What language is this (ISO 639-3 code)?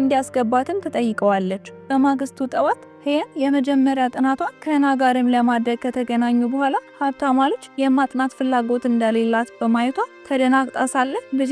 amh